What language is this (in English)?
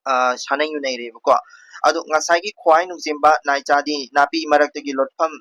Manipuri